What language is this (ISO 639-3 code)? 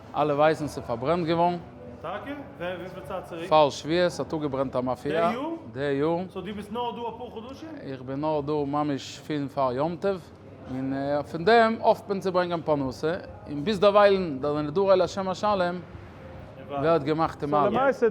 yid